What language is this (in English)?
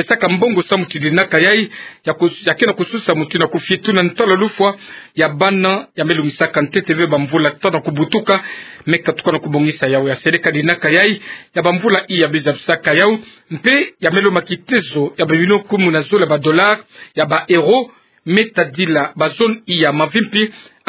Kituba (Democratic Republic of Congo)